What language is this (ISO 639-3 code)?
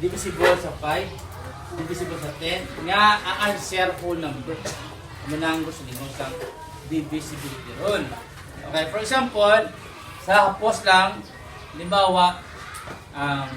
hil